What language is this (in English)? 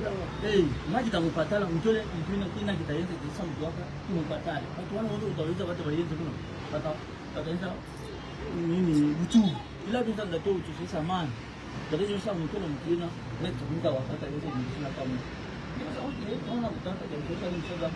Southern Sotho